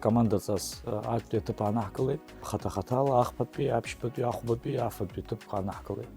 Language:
Abkhazian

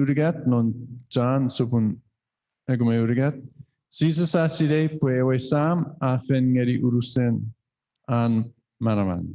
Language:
Chuukese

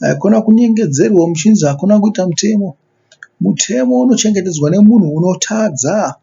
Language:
Shona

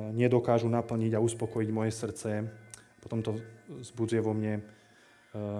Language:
Slovak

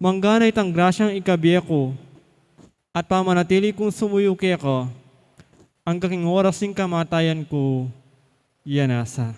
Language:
Pampanga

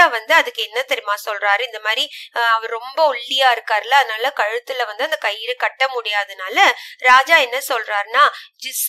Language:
Tamil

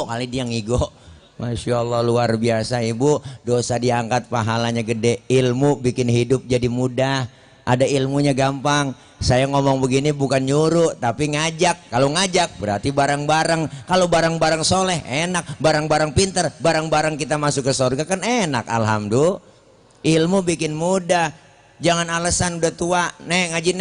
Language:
Betawi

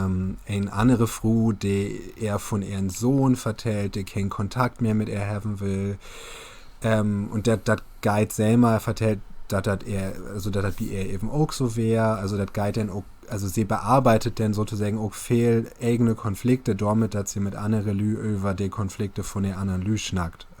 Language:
Low German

